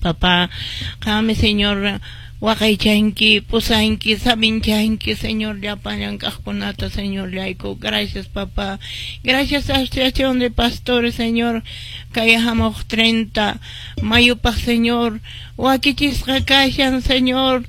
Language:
Quechua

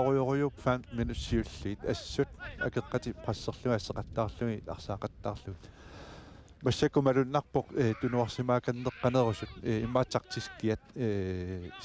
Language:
Kalaallisut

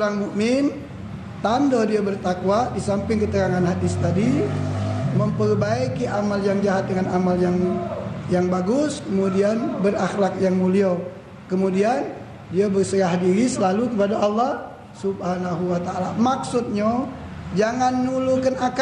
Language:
Musi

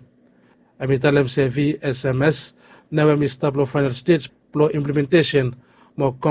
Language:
Bislama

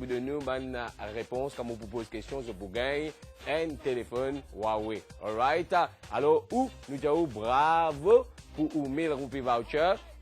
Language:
Morisyen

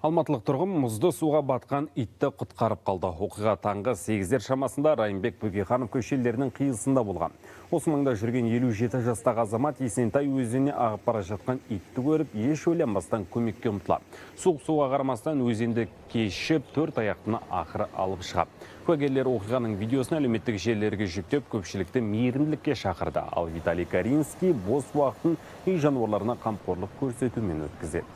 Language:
Kazakh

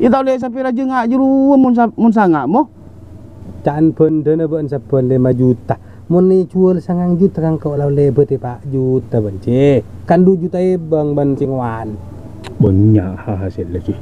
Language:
Madurese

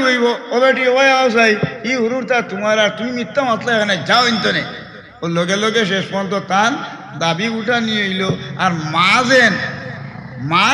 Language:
Sylheti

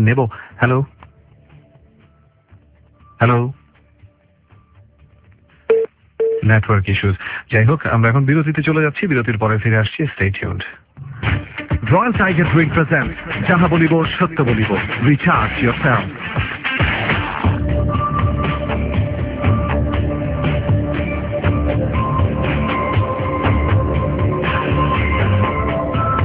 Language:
Bangla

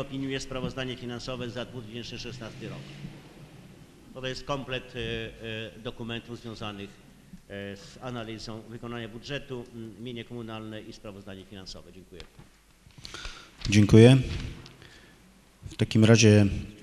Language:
Polish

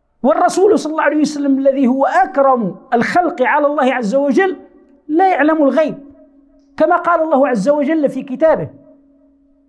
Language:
Arabic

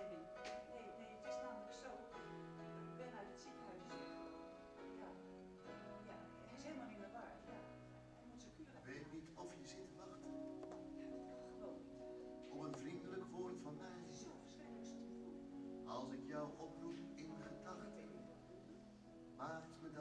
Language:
Dutch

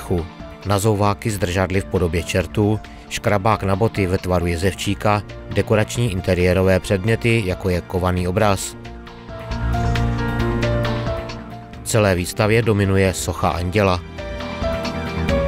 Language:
Czech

